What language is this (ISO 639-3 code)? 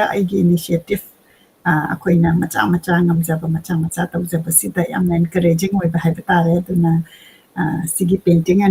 mni